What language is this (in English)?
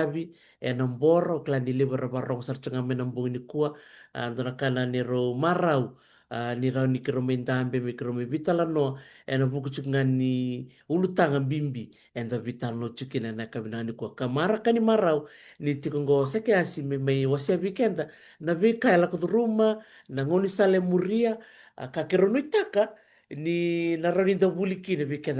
Fijian